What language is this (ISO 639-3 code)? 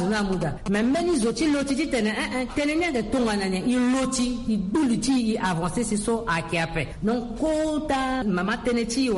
sag